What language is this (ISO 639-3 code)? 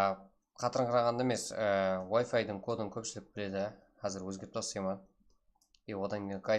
kaa